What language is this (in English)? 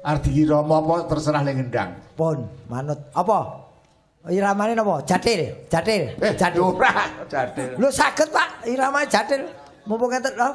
Javanese